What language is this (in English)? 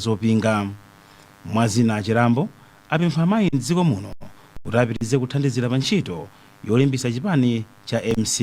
Nyanja